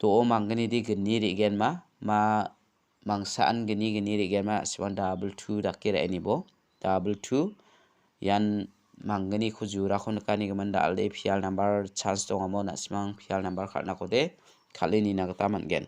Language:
Garo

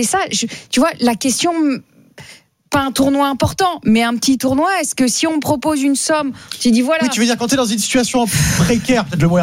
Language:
French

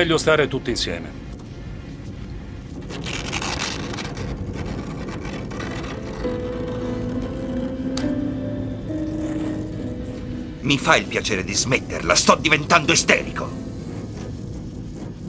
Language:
Italian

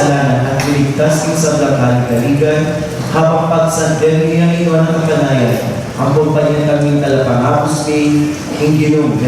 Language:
Pampanga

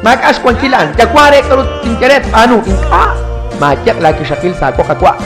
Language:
Kekchí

